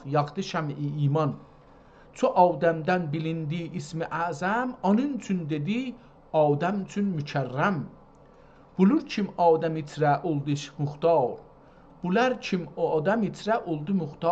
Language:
South Azerbaijani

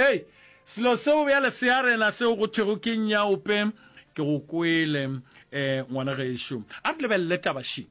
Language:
Northern Sotho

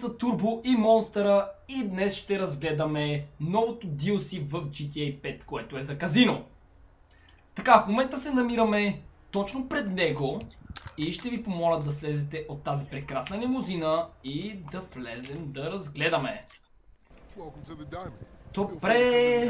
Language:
Bulgarian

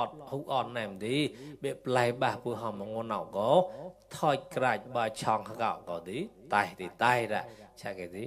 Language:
Mon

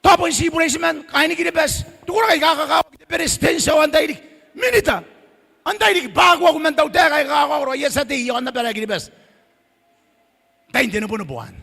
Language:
Gilbertese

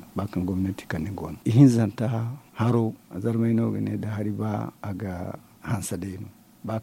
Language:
Zarma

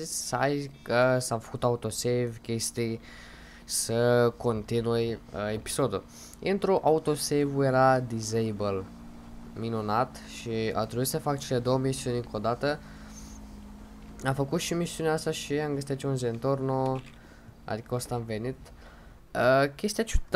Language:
Romanian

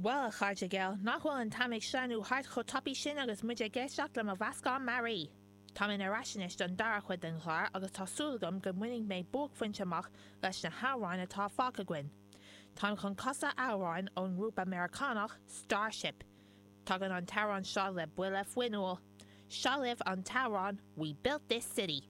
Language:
Irish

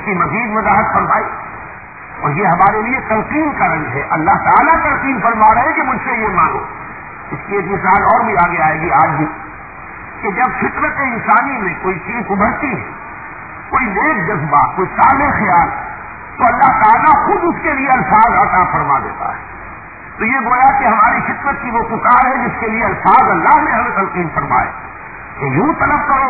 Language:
Urdu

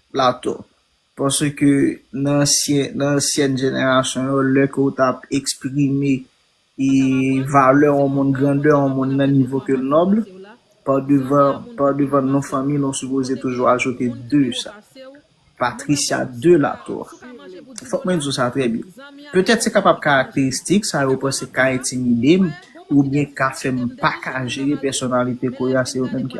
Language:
Haitian Creole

